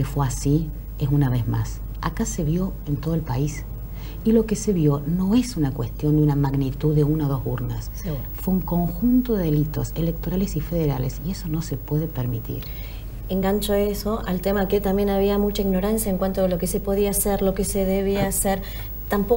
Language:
Spanish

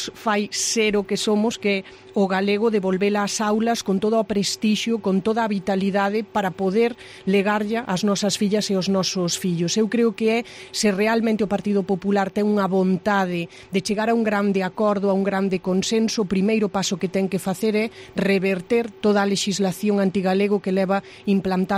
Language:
Galician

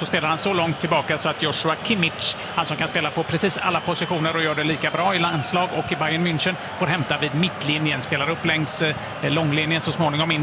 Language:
Swedish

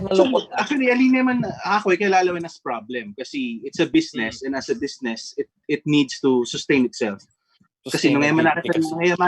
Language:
Pampanga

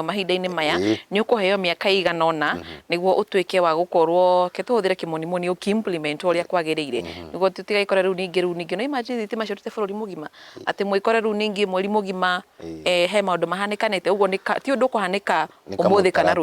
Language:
Kikuyu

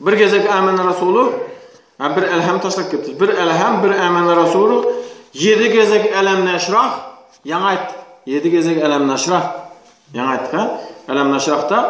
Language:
Turkmen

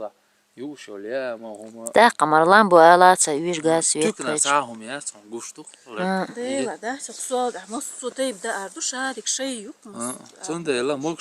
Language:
Chechen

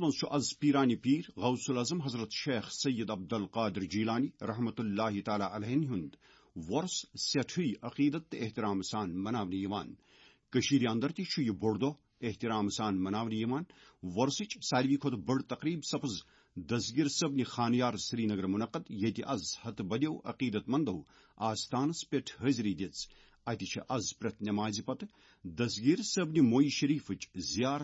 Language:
Kashmiri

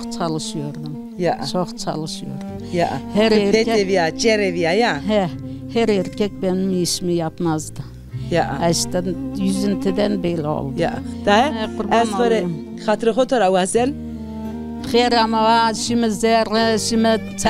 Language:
Zaza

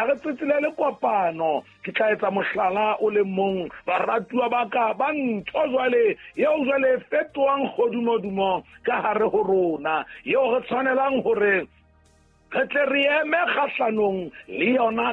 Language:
Southern Sotho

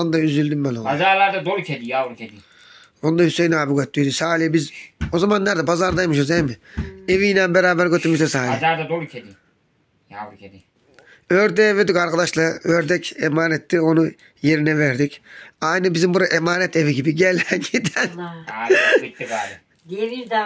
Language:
Turkish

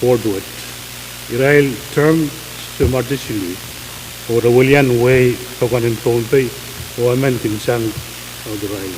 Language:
Pohnpeian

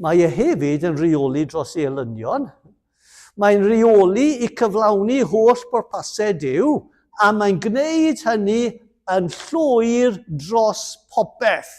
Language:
Welsh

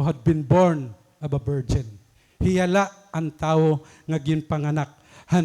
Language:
Waray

